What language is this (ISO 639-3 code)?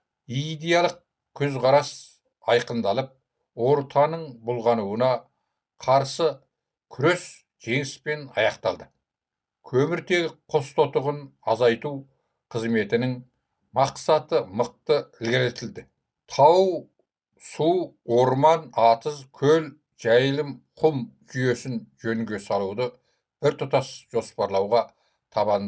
kaz